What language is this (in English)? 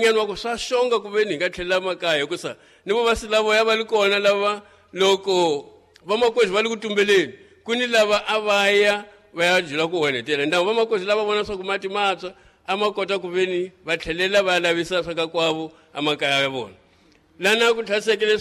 Tsonga